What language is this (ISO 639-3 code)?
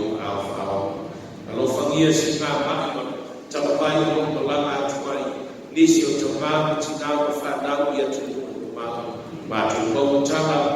smo